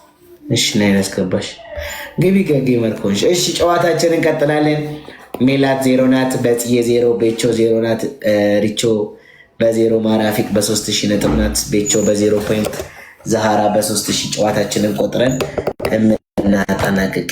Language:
Amharic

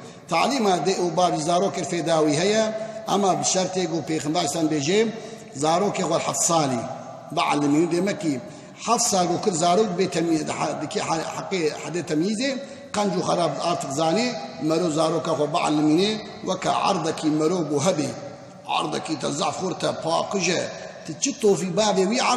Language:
Kurdish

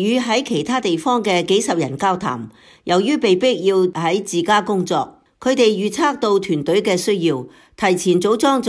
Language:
Cantonese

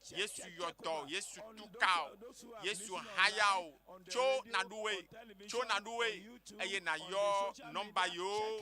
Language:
Ewe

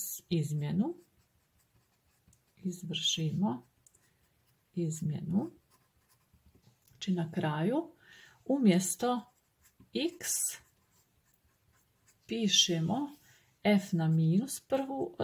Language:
Croatian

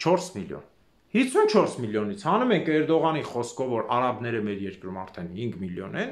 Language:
Armenian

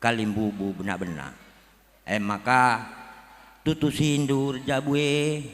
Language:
Batak Karo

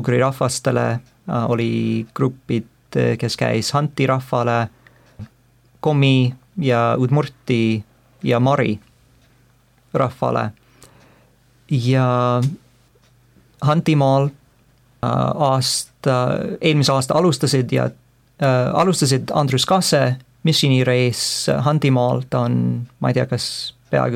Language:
Estonian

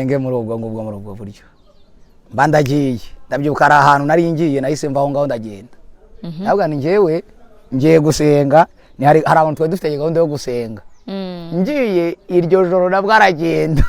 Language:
Kinyarwanda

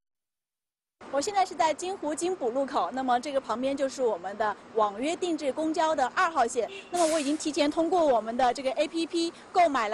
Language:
Chinese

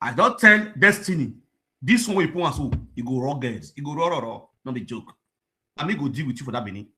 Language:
Nigerian Pidgin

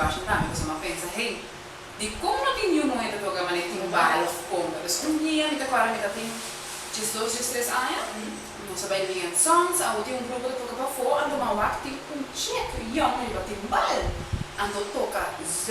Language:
Papiamento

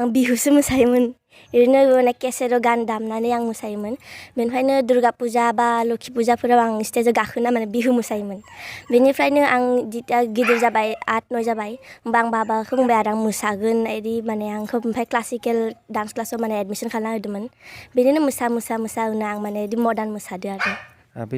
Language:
Bodo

